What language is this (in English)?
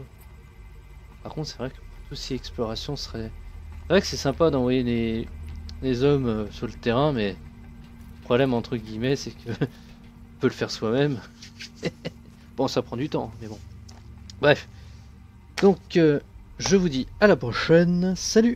French